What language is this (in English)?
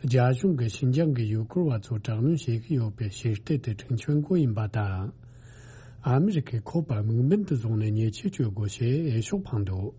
Tibetan